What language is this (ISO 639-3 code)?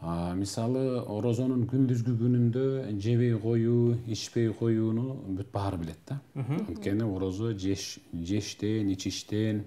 kir